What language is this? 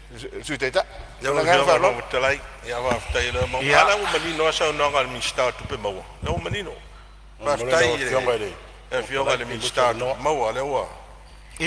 Samoan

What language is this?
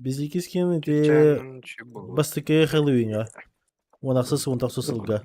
Yakut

